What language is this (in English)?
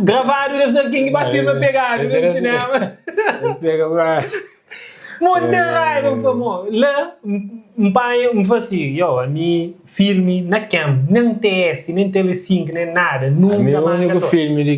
Kabuverdianu